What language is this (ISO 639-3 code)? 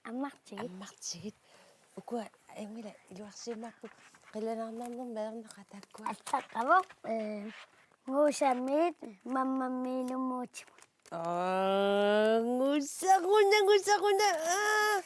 kal